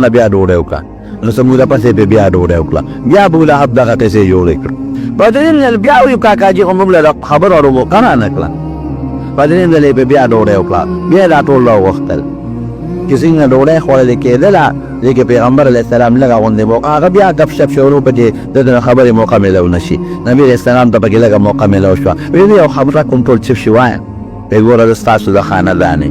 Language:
Pashto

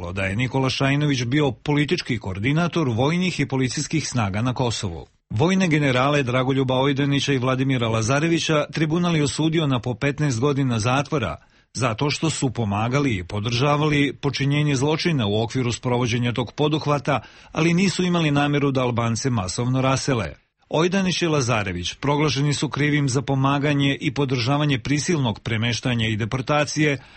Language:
Croatian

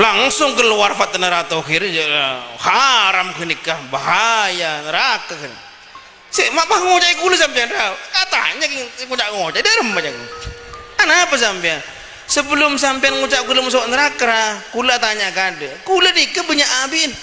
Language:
Madurese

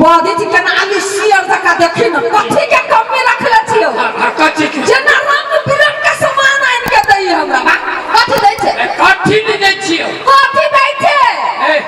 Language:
Maithili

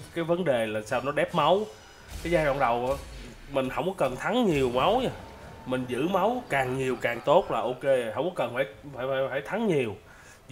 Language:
Vietnamese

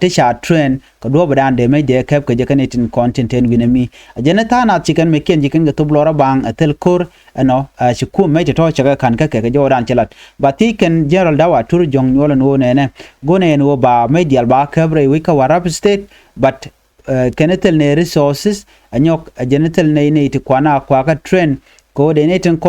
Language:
Nuer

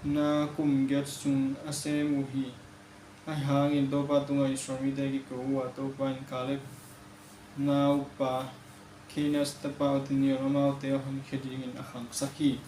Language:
Tedim Chin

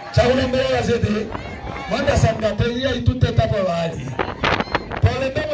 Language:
Umbundu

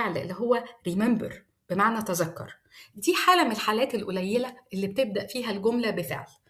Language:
Egyptian Arabic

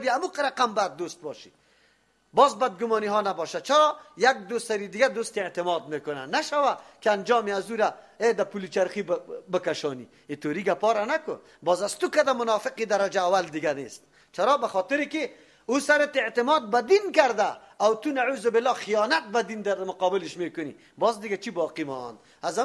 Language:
Persian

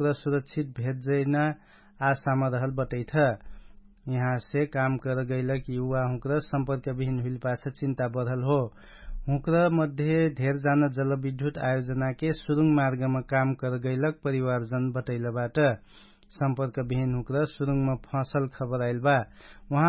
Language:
Dangaura Tharu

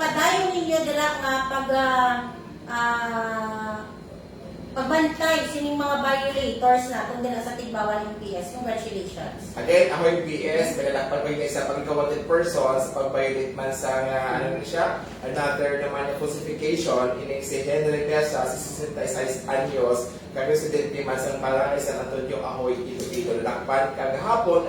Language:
Hiligaynon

